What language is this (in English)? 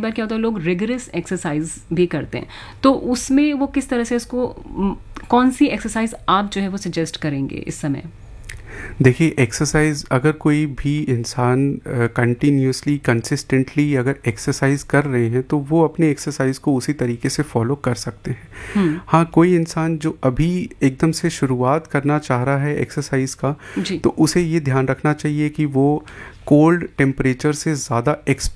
Hindi